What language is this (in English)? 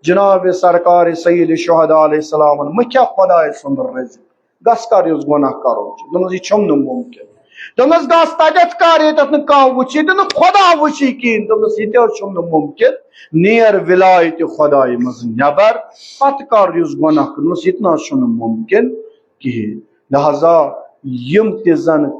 Kashmiri